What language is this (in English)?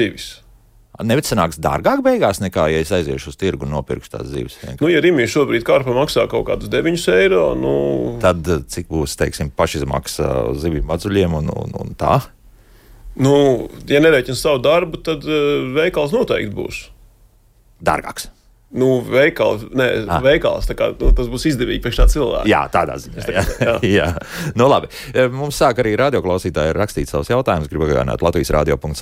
Latvian